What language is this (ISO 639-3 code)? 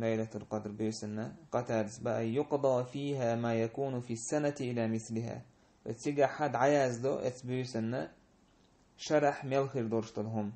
che